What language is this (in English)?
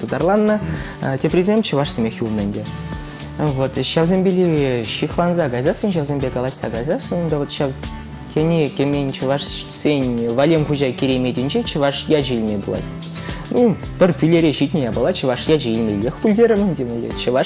Chuvash